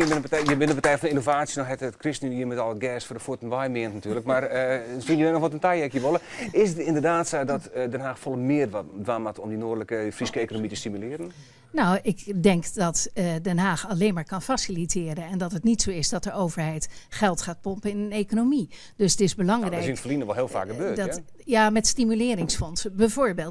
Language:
Western Frisian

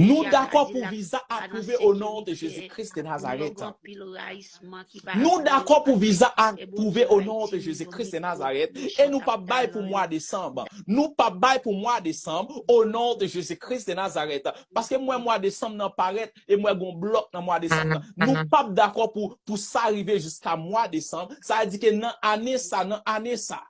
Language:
Haitian Creole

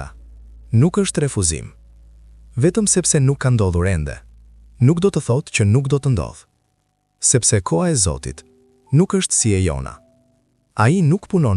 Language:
Albanian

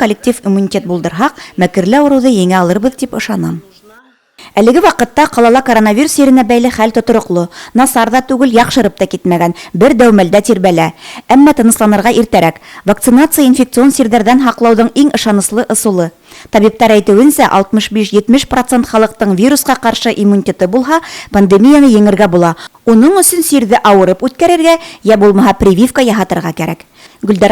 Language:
Bashkir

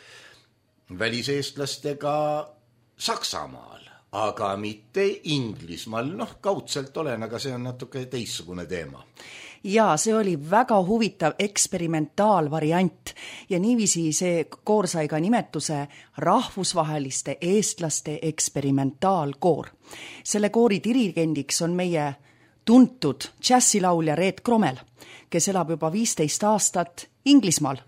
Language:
Estonian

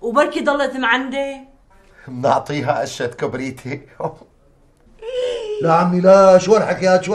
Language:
North Levantine Arabic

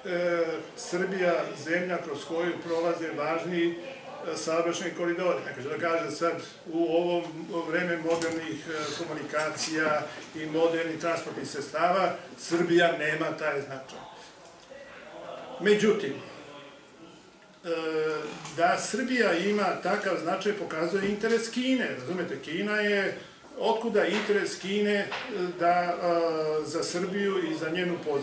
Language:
Serbian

